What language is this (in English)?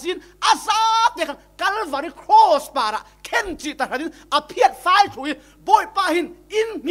Falam Chin